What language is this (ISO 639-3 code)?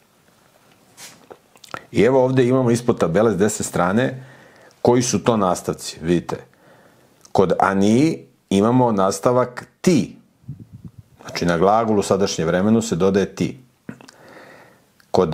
srp